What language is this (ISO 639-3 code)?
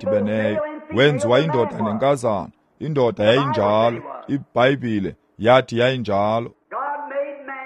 xho